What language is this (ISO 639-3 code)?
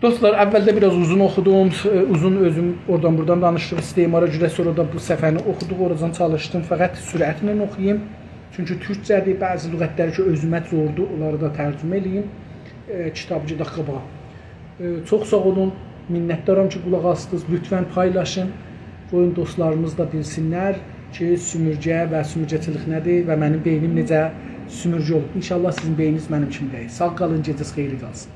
azb